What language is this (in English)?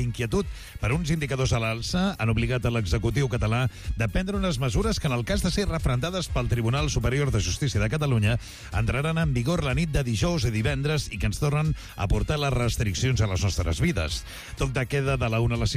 Catalan